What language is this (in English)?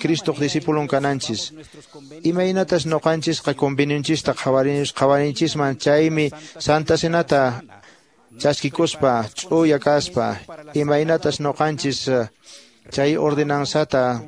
Quechua